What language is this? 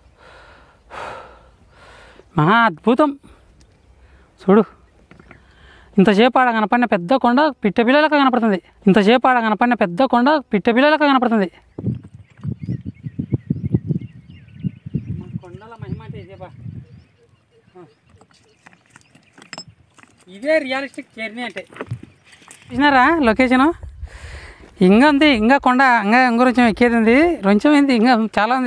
Telugu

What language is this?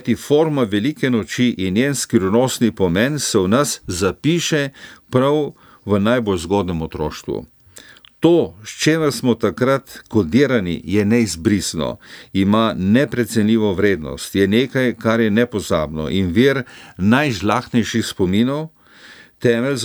Slovenian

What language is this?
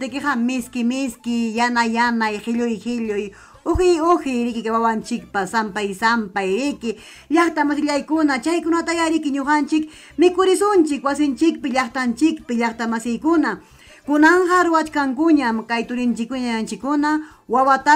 Ayacucho Quechua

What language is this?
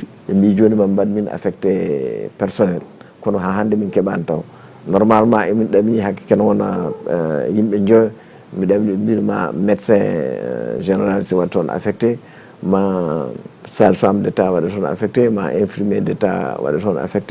Fula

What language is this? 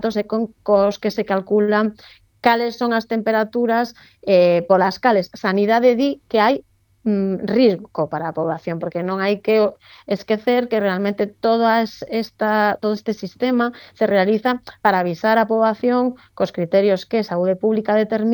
Galician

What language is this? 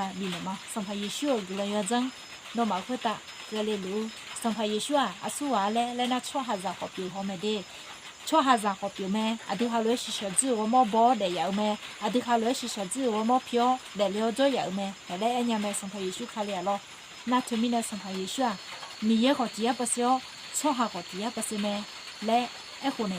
Akha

